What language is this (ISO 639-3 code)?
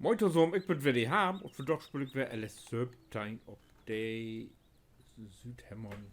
nds